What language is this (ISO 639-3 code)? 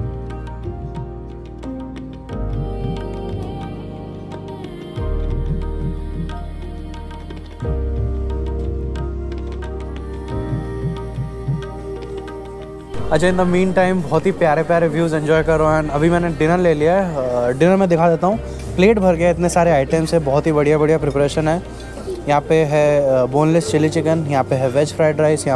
hin